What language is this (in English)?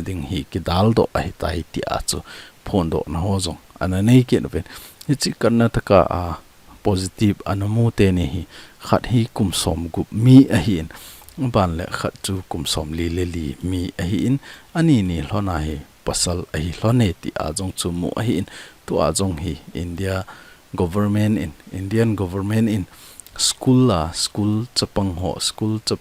Thado Chin